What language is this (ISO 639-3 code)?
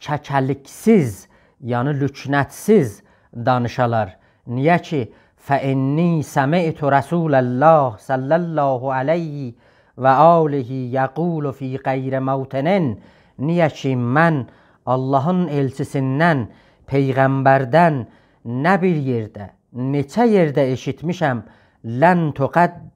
azb